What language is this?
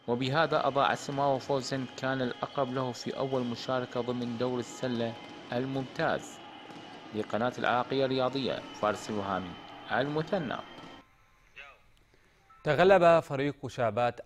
Arabic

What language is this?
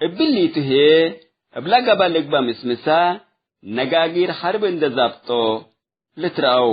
Tigre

